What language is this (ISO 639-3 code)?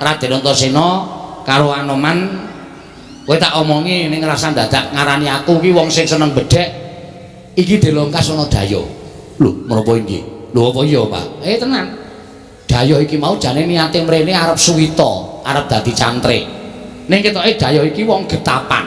jav